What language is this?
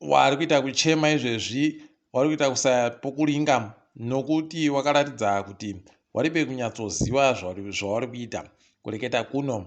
Ndau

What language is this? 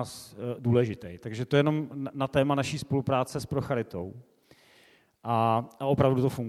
Czech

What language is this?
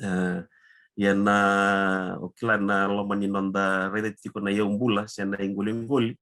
Fijian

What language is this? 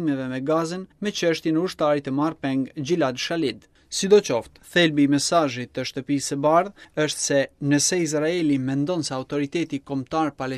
Albanian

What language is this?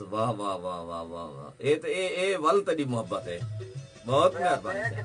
Saraiki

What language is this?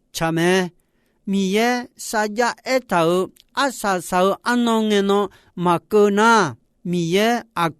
Akha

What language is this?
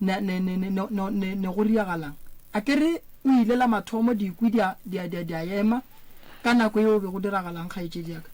Northern Sotho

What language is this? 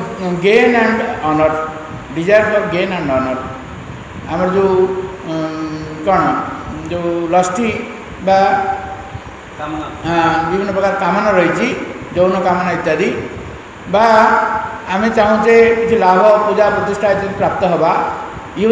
Odia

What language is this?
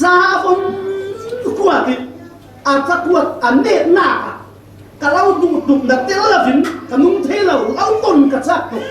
Falam Chin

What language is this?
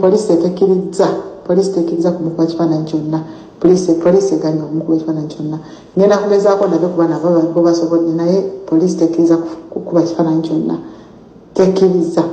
Ganda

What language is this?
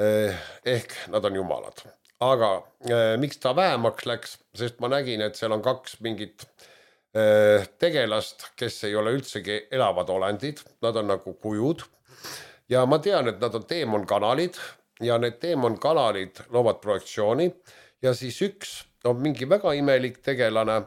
Estonian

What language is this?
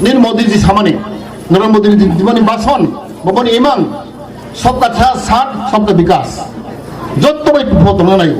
Kok Borok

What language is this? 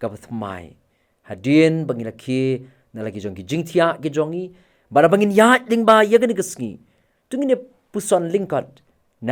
Khasi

